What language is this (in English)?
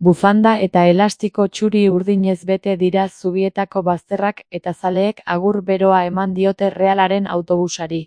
Basque